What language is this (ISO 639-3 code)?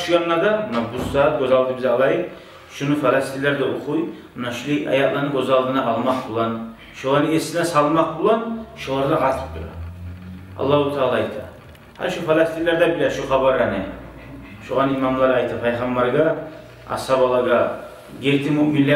kum